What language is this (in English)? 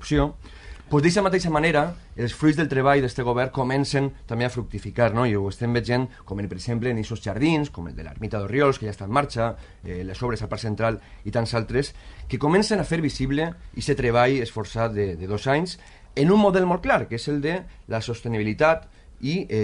Catalan